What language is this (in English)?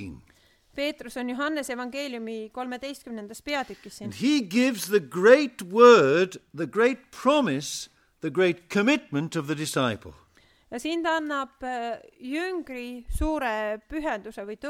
Estonian